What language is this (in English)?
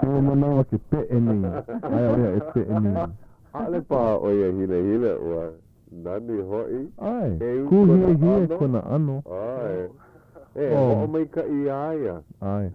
Hawaiian